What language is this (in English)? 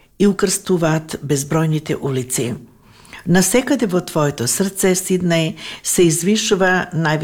Macedonian